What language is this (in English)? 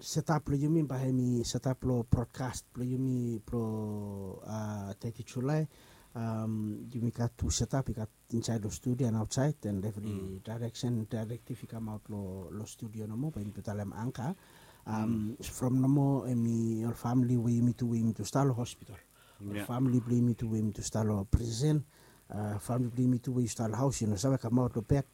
Bislama